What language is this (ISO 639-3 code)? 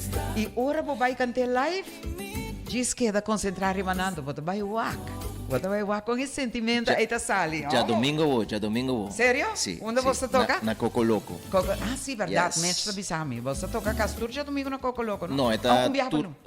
pap